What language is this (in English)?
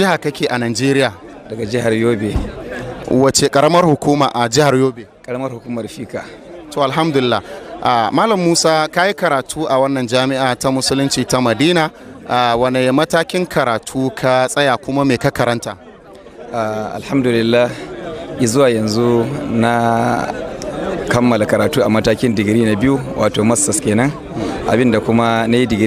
Hausa